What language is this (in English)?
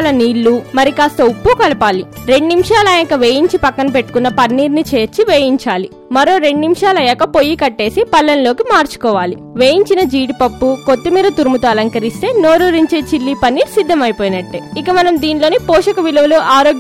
Telugu